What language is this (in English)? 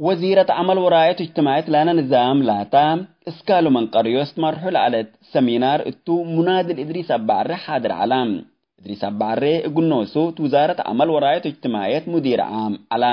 Tigre